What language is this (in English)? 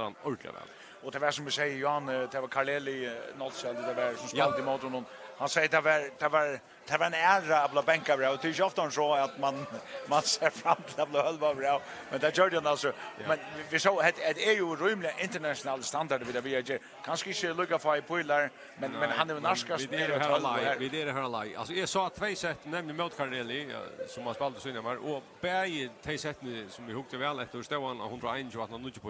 Faroese